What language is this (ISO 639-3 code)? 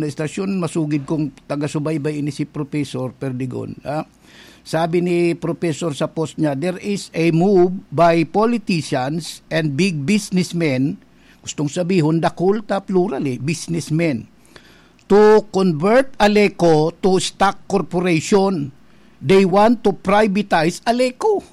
bik